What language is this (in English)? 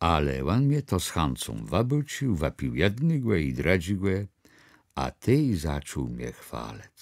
Kashubian